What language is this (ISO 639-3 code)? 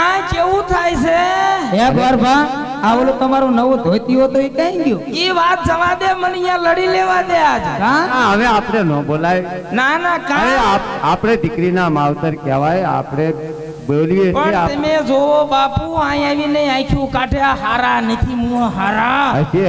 guj